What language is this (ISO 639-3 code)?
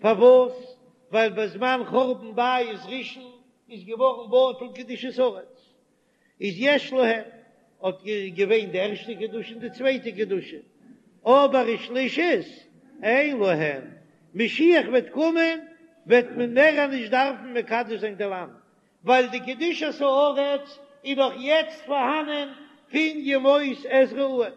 yid